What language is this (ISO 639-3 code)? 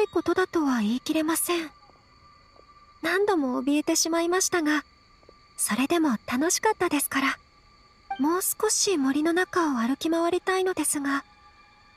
jpn